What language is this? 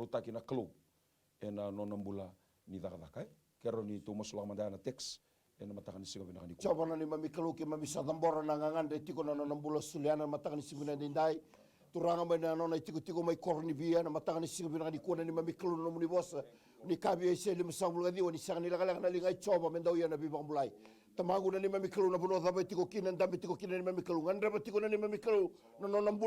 Fijian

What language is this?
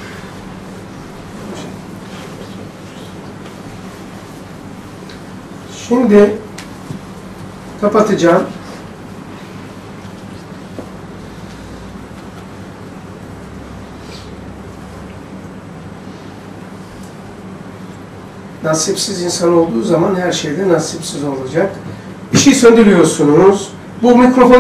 Turkish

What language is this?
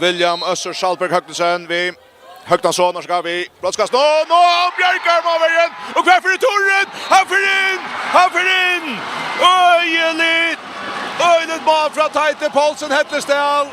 Faroese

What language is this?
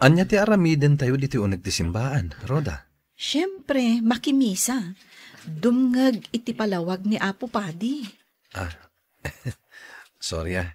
Iloko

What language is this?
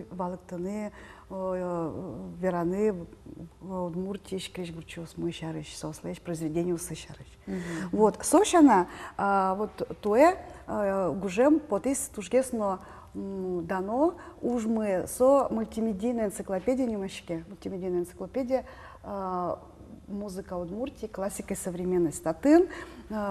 Udmurt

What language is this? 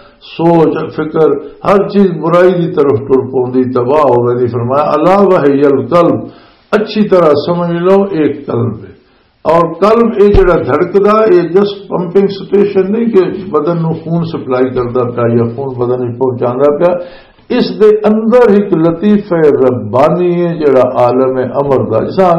Western Panjabi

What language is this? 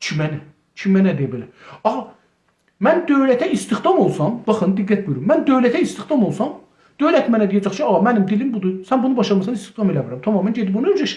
South Azerbaijani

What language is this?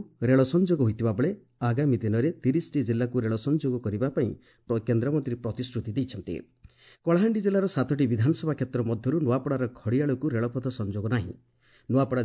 Odia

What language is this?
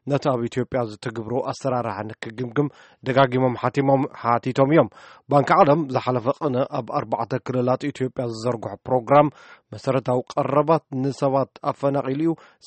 Tigrinya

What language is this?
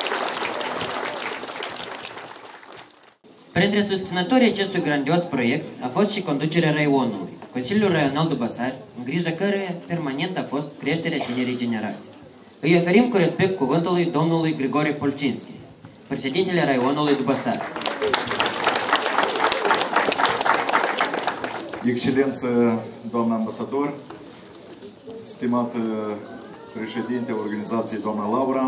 Romanian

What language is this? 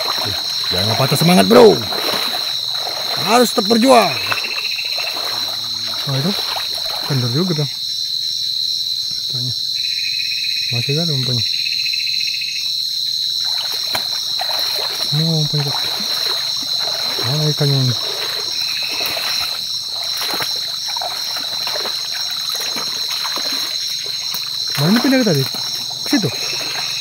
Indonesian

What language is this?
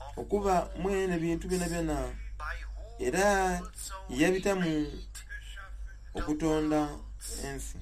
Soga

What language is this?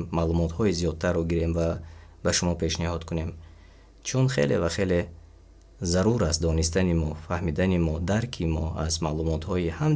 Tajik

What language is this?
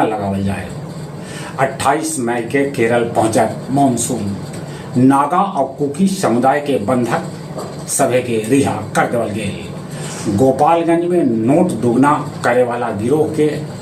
Magahi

